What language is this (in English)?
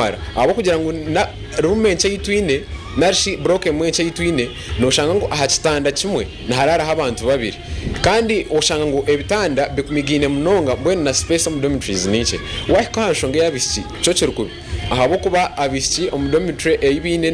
Nyankole